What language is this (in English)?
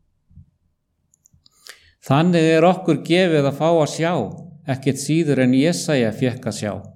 Icelandic